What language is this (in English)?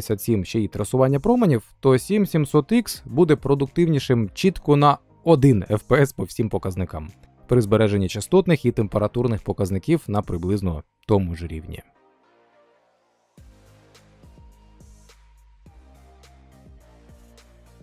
Ukrainian